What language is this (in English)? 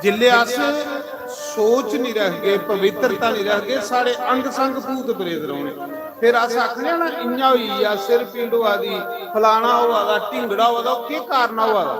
Dogri